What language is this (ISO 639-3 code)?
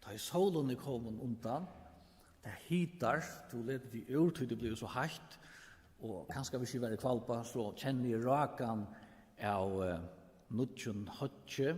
fao